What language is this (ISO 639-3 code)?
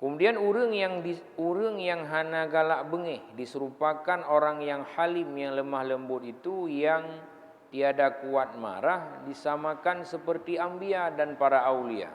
ace